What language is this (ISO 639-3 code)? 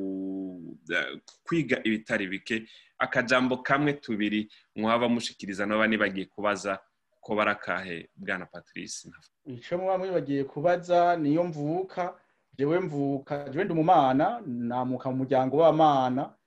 run